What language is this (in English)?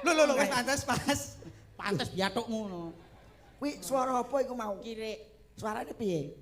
Javanese